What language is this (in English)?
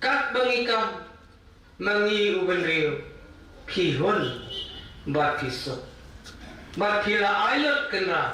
Khasi